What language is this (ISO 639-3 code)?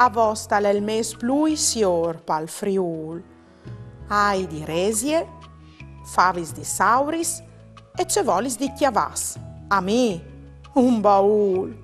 fur